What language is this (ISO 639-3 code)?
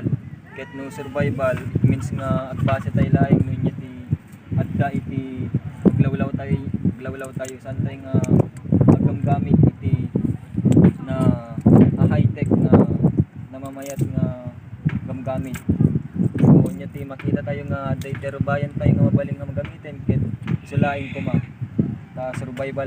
ilo